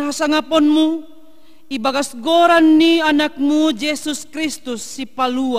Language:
Batak Simalungun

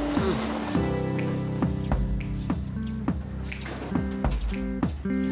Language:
Italian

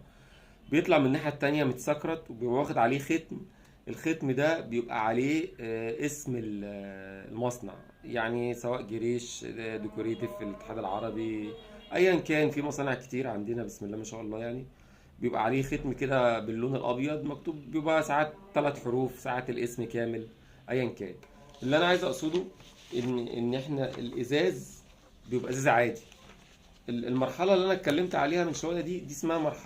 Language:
Egyptian Arabic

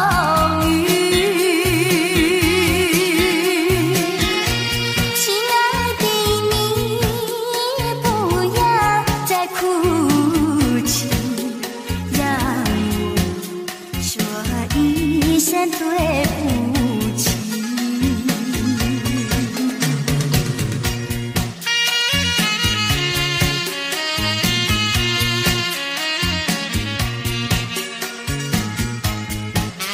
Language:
Chinese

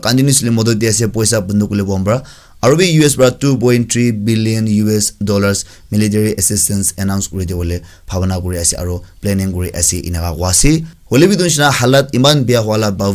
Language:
Naga Pidgin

